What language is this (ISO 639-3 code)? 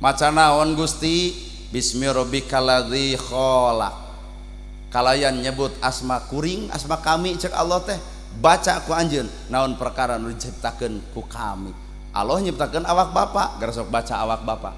sun